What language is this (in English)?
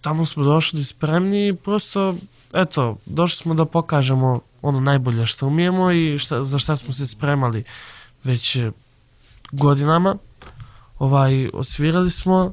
Serbian